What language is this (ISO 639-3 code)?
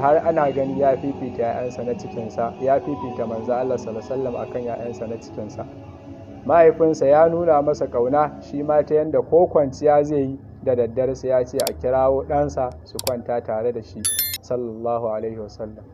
hau